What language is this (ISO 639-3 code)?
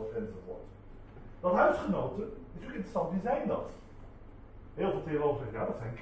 nld